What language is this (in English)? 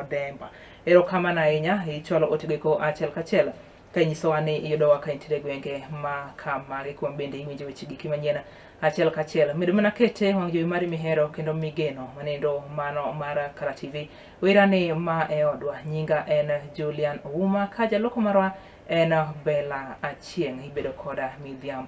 Luo (Kenya and Tanzania)